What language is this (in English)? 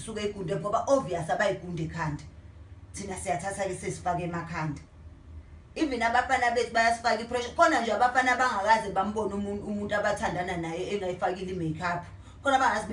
Zulu